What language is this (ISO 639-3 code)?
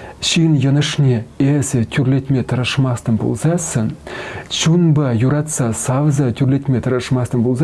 chv